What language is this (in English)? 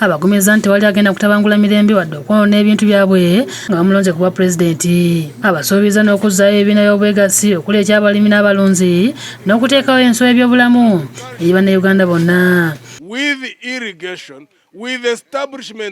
Ganda